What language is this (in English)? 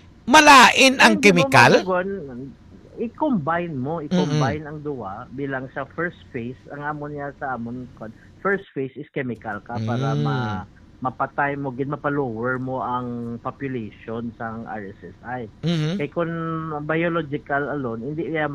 Hiligaynon